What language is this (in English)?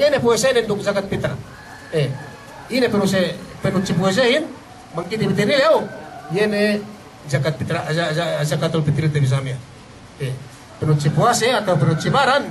Yakan